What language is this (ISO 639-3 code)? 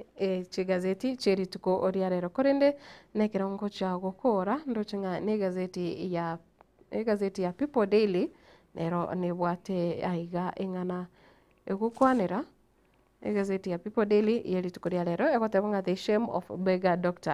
guz